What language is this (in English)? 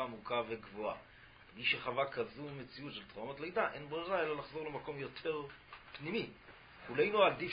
Hebrew